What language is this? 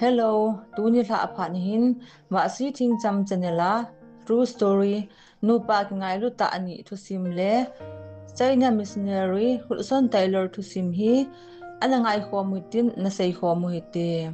Thado Chin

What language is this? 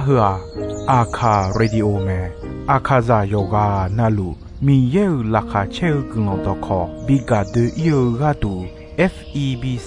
Akha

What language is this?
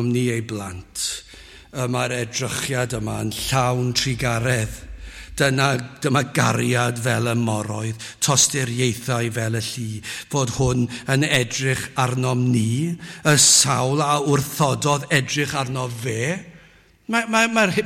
Welsh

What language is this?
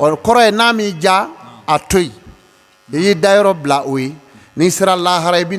Bambara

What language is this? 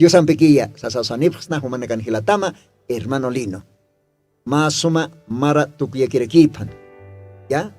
Aymara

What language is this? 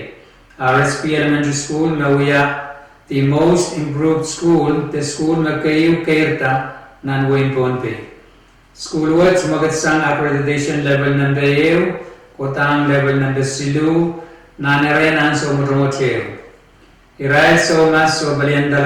Pohnpeian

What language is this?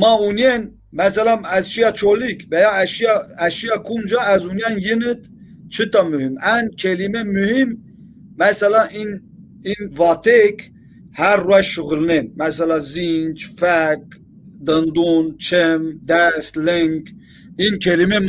Zaza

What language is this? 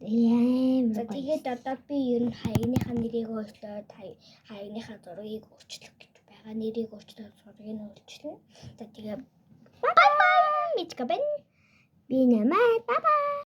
Mongolian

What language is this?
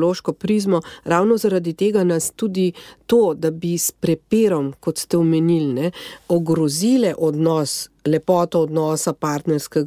Slovenian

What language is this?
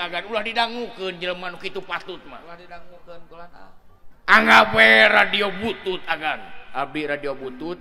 Sundanese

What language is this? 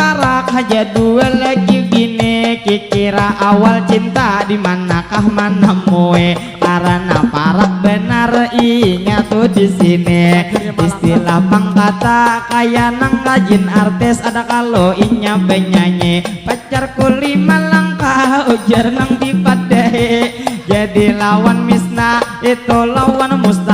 Banjar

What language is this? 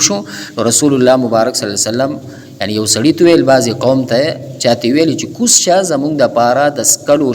Pashto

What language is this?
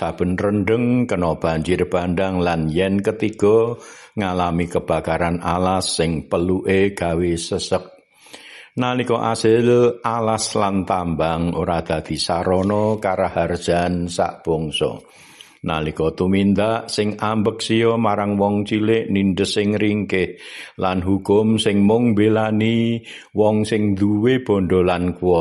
Javanese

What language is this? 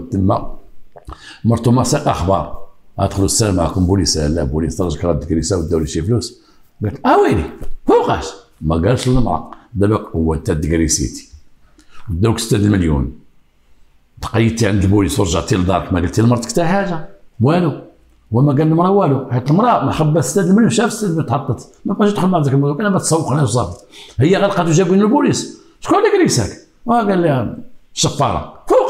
Moroccan Arabic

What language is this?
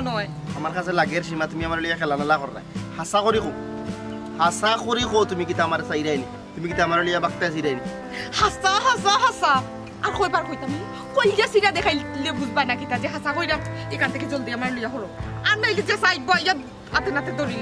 Sylheti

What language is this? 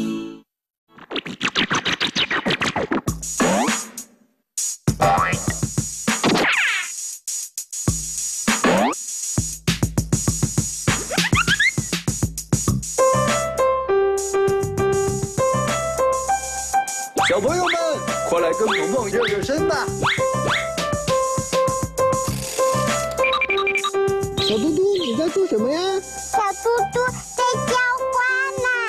Chinese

